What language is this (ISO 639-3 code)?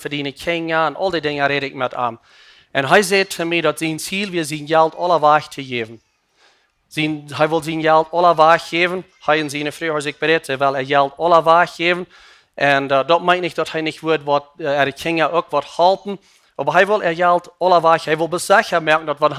pdt